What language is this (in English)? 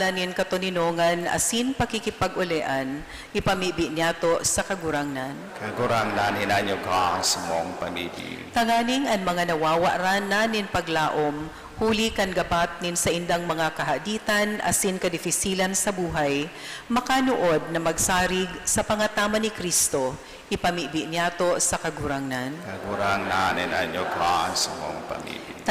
Bikol